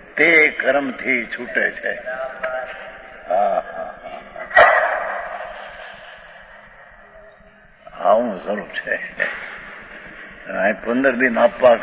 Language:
Gujarati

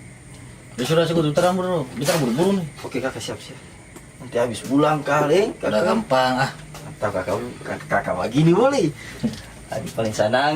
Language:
Ambonese Malay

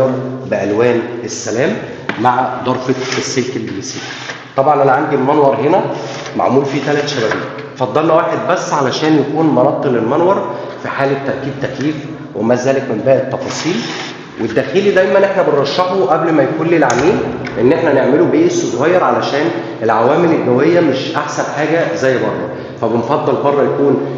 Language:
Egyptian Arabic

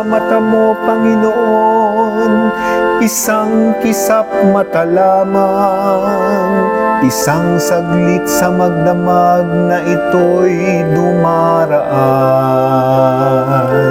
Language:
Filipino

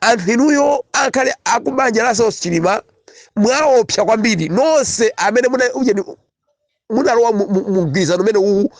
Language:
Nyanja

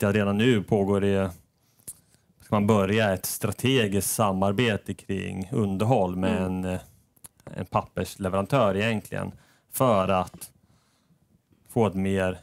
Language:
Swedish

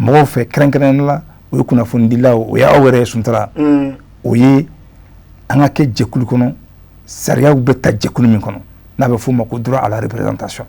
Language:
Bambara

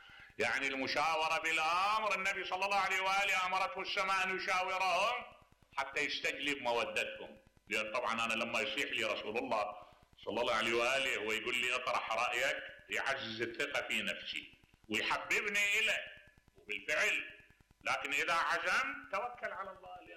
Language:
Mesopotamian Arabic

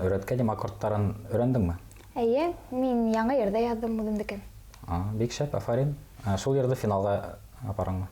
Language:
Bashkir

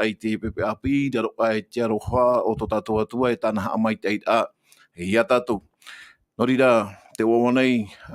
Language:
Tahitian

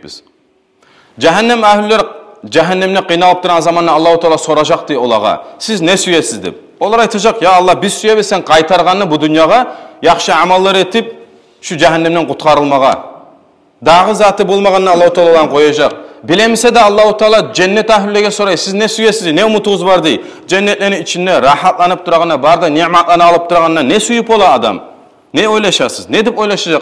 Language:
Kumyk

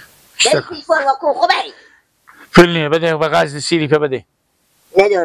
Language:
Persian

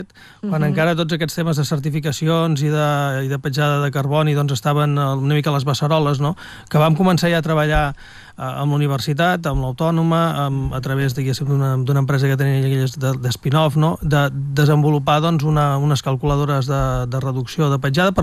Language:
Catalan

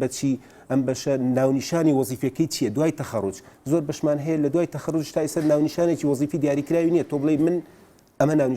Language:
Central Kurdish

